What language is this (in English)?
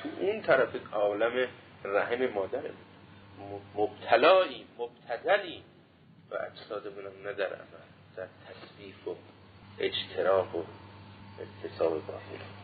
Persian